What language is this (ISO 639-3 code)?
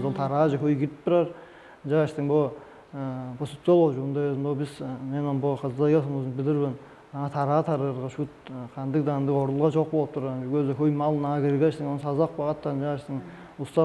tyv